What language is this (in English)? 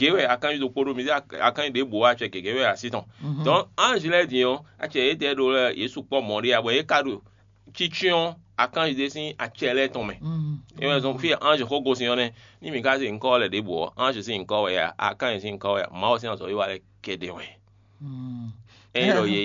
Fon